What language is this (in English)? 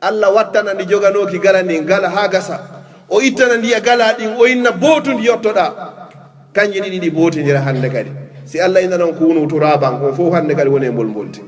Fula